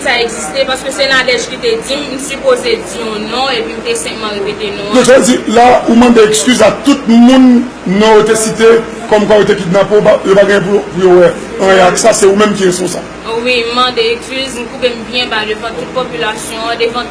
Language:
Haitian Creole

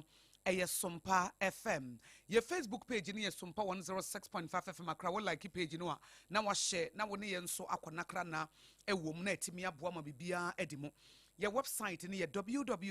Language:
Akan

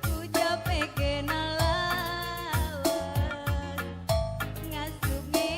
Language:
Batak Karo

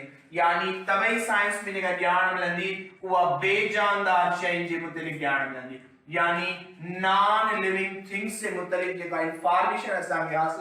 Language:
Sindhi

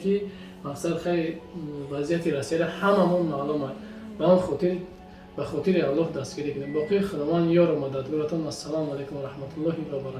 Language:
Tajik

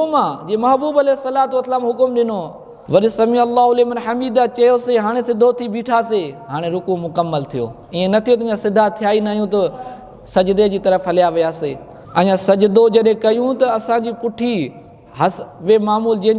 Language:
Sindhi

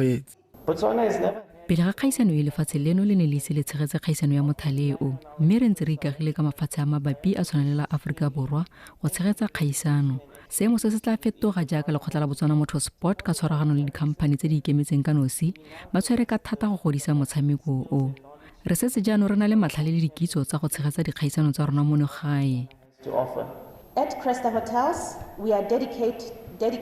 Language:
Tswana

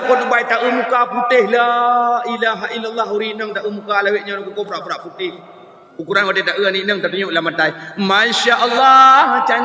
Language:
Achinese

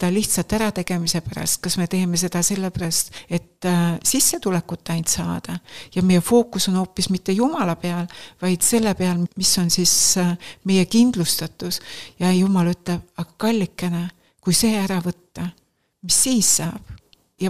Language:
Estonian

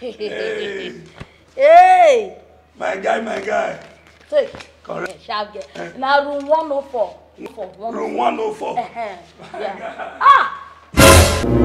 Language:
Nigerian Pidgin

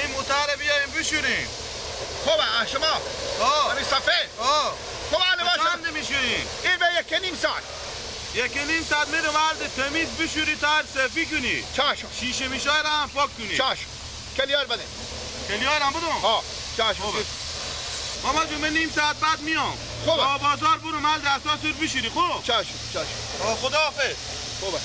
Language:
Persian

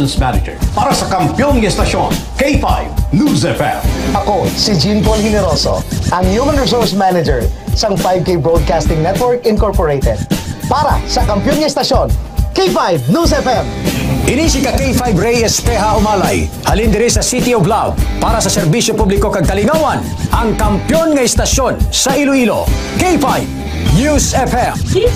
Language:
Hiligaynon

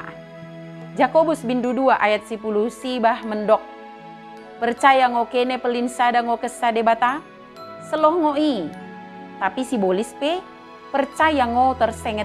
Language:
Batak Dairi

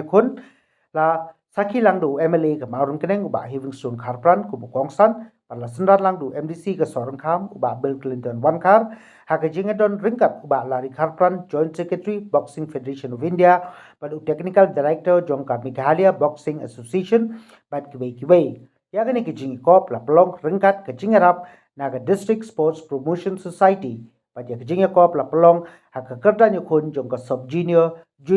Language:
Khasi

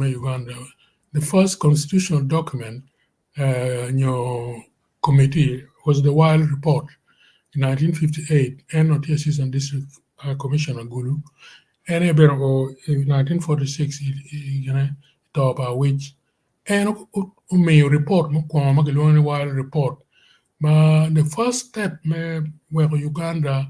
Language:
Acoli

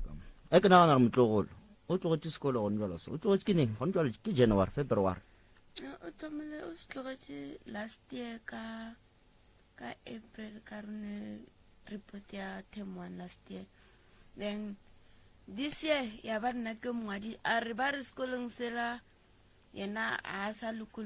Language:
Northern Sotho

